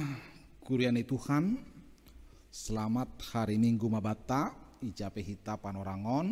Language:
Batak Simalungun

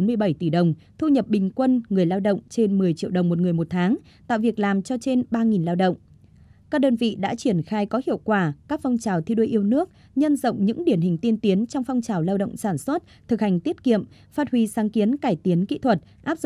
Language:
Vietnamese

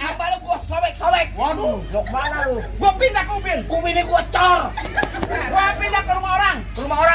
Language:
Betawi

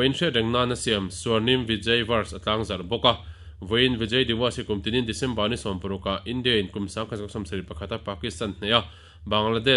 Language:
Mizo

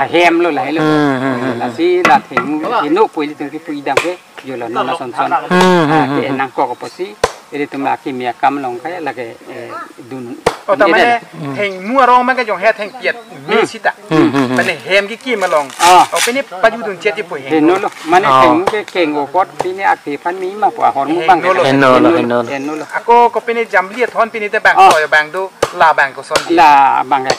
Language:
Karbi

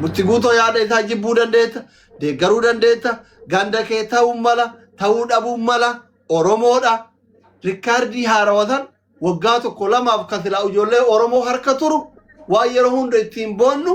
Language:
Oromo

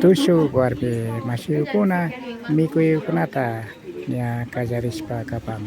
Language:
Imbabura Highland Quichua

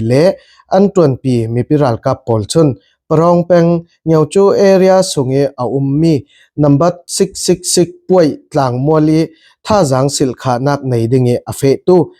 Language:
Falam Chin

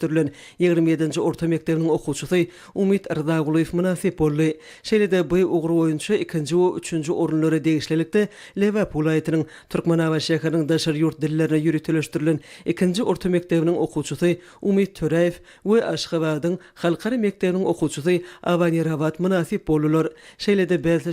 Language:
Turkmen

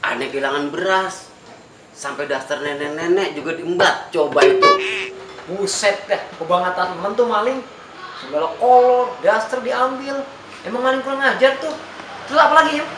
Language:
Betawi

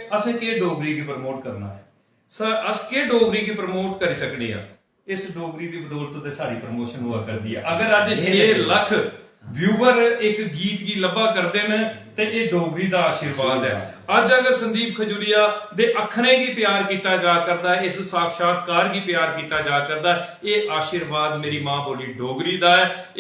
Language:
Dogri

